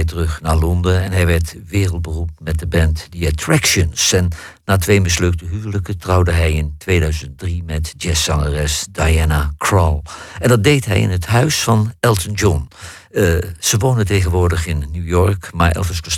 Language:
Dutch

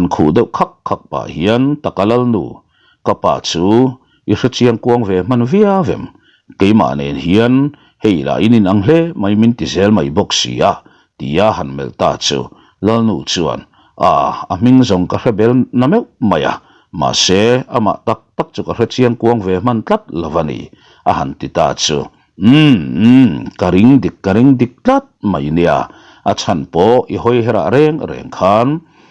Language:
Mizo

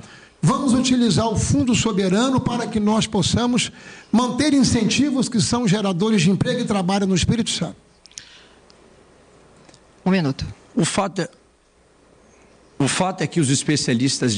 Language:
Portuguese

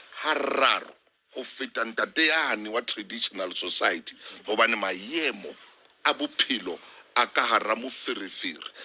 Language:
Southern Sotho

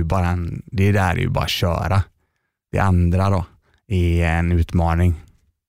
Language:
Swedish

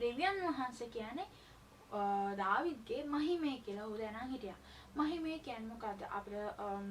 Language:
Sinhala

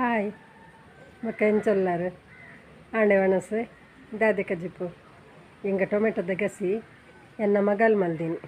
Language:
Tulu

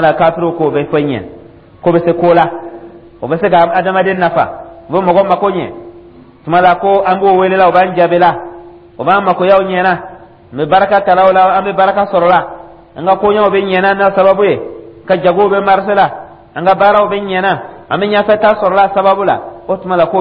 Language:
Dyula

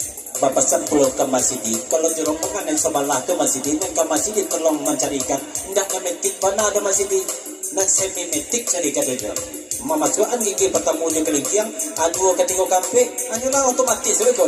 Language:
Minangkabau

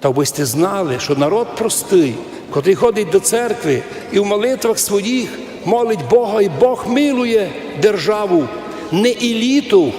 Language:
Rusyn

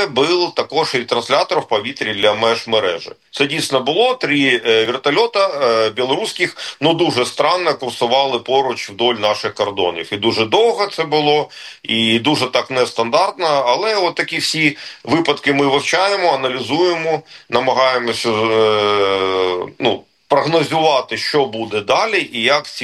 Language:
Ukrainian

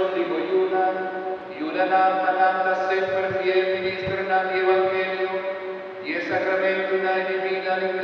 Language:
Papiamento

